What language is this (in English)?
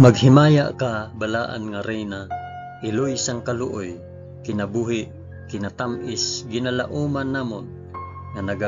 Hiligaynon